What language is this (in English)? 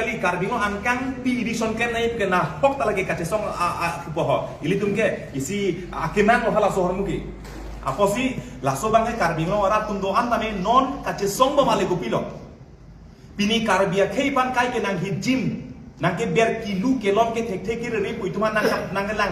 Karbi